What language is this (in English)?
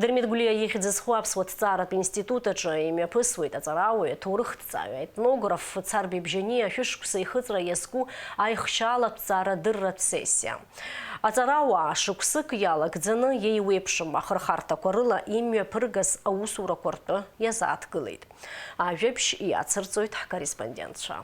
Abkhazian